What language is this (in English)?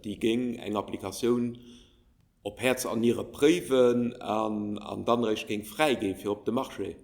Luxembourgish